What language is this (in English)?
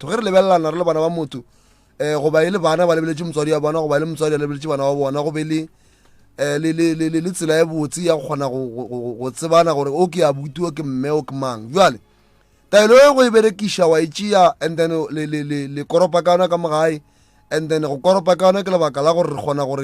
Northern Sotho